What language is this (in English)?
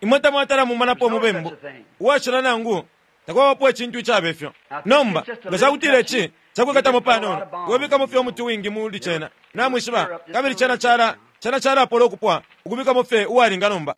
Bemba